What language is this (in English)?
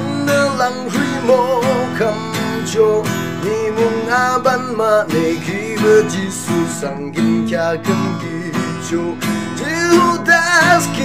Yimchungru Naga